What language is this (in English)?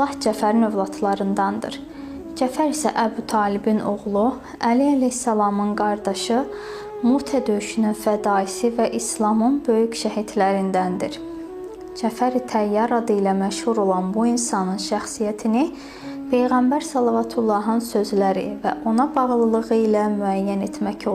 Azerbaijani